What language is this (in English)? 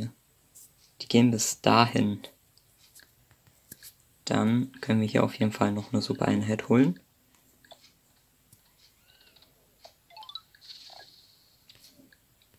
German